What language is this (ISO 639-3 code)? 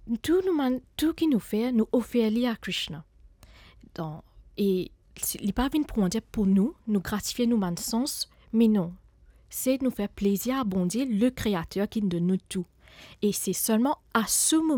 mfe